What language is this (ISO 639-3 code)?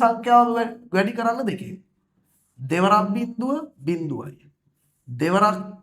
sin